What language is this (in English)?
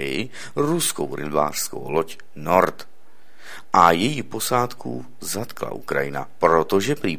Czech